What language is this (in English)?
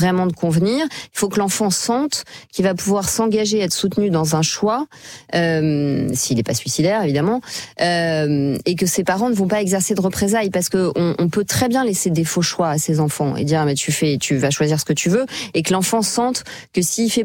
French